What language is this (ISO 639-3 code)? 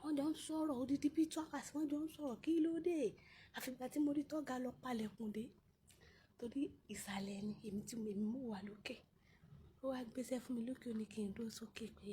yor